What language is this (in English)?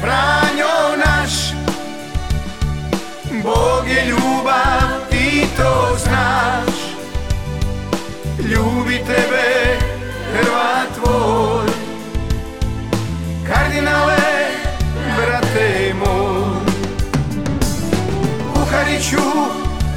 Croatian